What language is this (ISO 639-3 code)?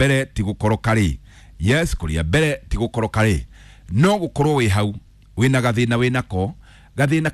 kik